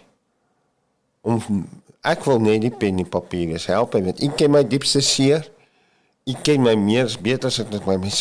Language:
Afrikaans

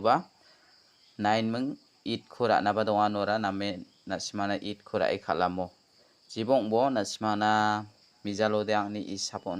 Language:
Garo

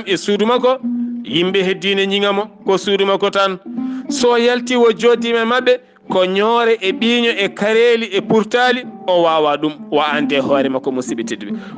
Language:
Fula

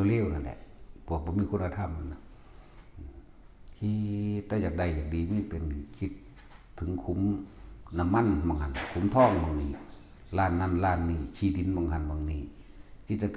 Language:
Northeastern Thai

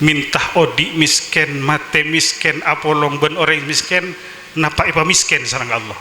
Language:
Madurese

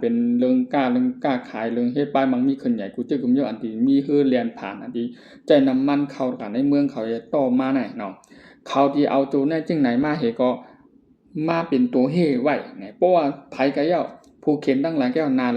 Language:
Shan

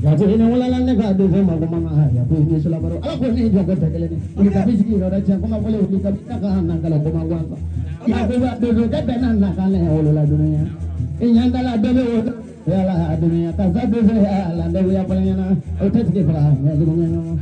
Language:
Bambara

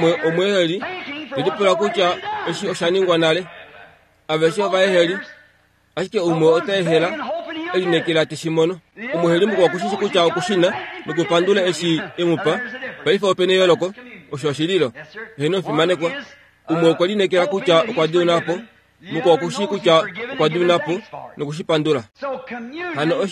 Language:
Kuanyama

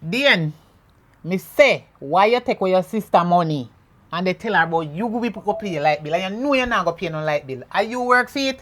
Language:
Jamaican Creole English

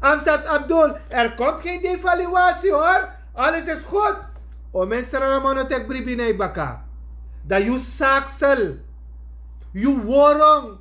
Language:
Sranan Tongo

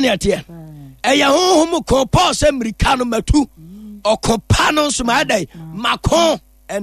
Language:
Akan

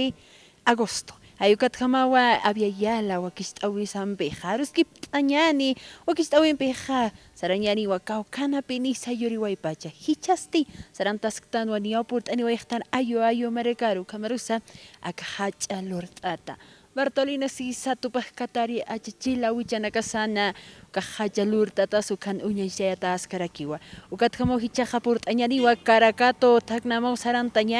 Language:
Aymara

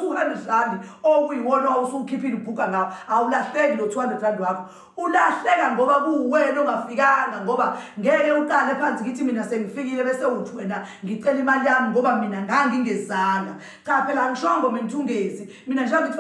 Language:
Zulu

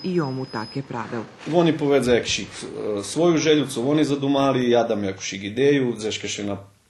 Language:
Rusyn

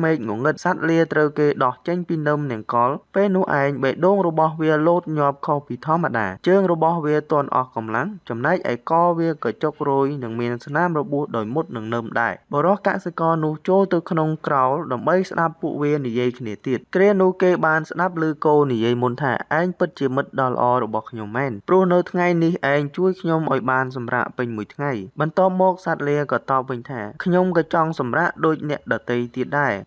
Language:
Khmer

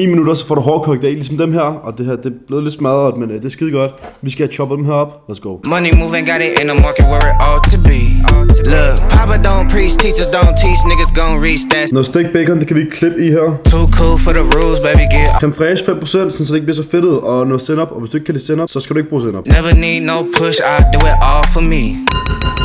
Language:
Danish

